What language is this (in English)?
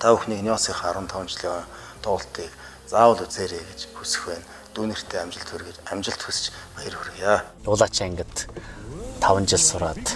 Mongolian